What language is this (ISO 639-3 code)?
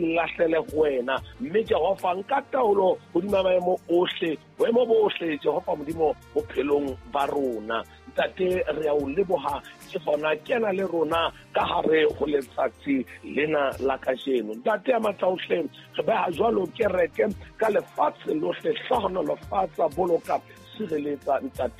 sot